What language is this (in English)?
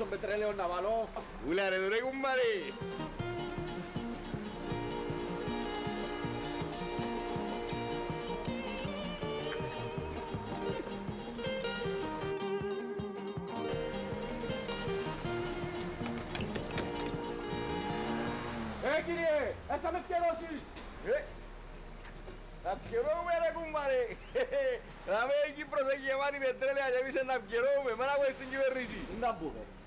Greek